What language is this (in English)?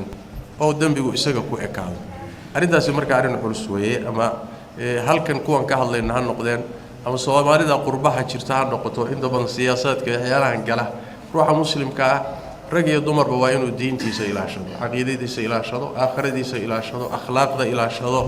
Somali